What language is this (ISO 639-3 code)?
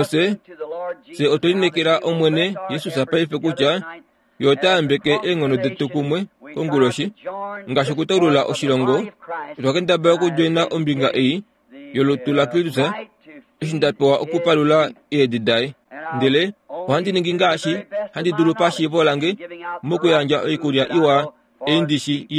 kua